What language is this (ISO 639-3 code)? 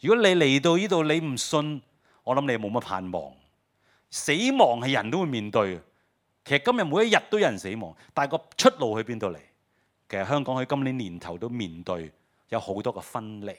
yue